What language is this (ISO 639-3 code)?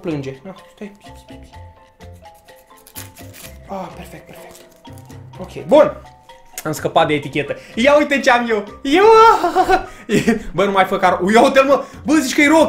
ron